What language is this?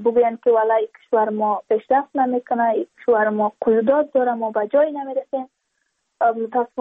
Persian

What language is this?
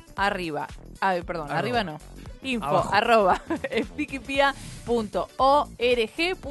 Spanish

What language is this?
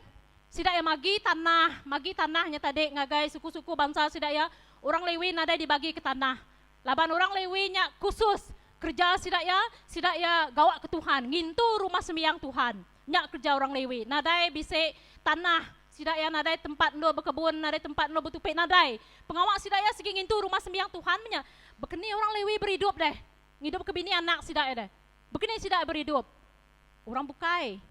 Iban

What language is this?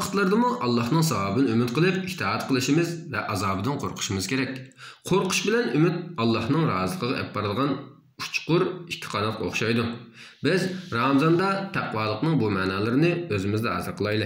Uyghur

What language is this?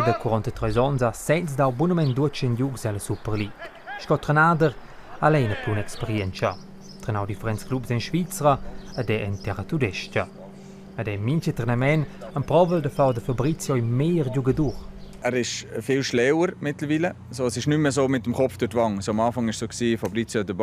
Romansh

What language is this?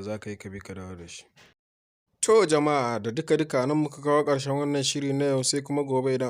Hausa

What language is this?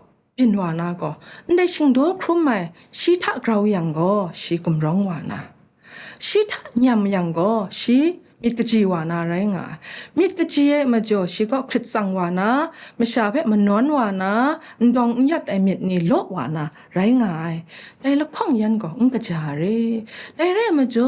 Kachin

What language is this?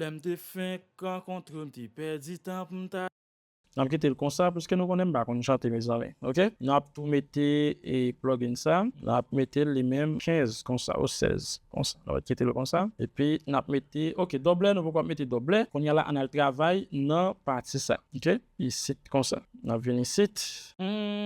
Haitian Creole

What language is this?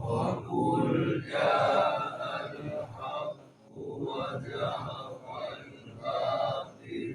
Achinese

